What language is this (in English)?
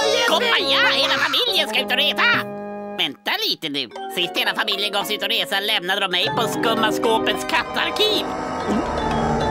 Swedish